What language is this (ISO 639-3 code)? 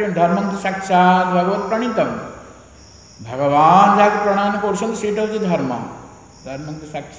ori